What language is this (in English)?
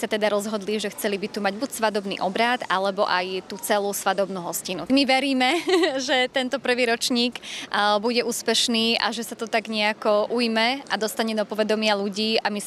Slovak